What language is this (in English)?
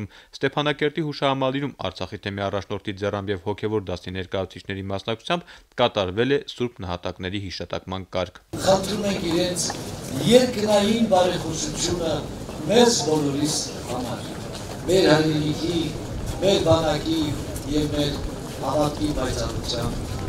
Armenian